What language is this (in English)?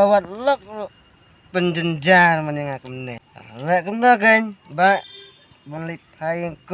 Khasi